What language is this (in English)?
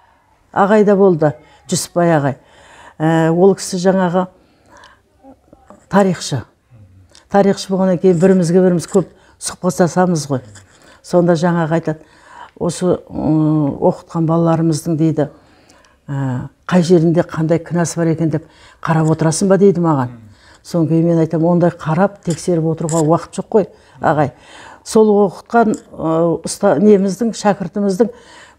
Kazakh